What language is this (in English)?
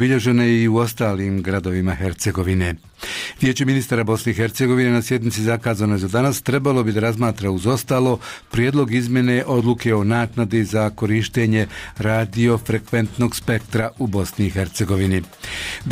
Bosnian